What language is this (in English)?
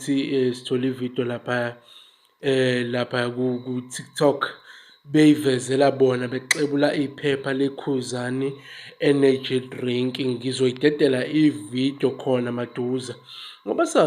Zulu